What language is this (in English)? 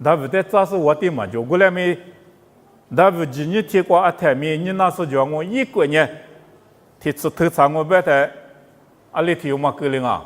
Lisu